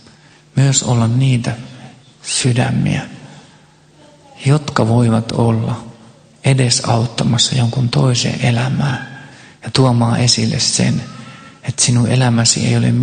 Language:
Finnish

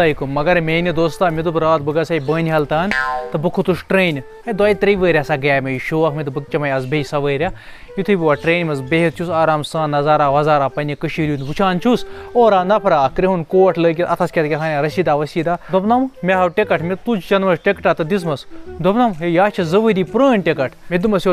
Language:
Kashmiri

